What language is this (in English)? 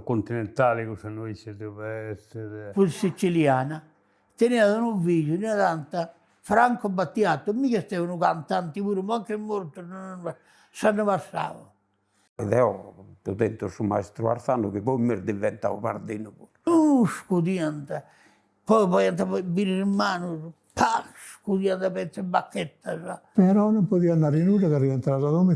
Sardinian